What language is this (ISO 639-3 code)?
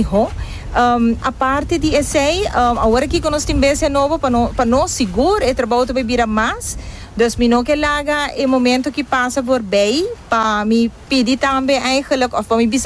pap